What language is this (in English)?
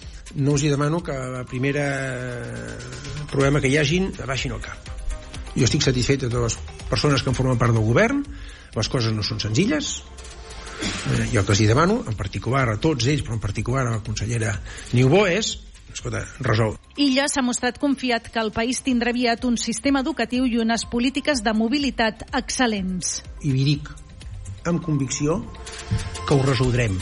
Catalan